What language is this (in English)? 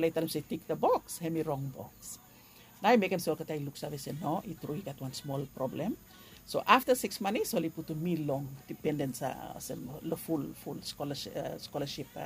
Bislama